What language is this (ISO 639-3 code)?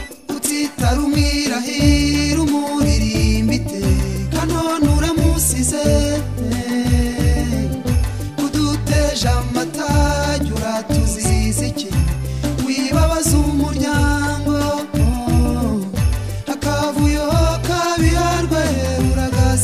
kin